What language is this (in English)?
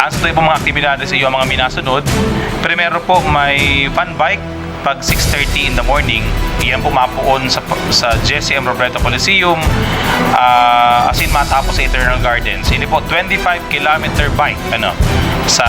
Bikol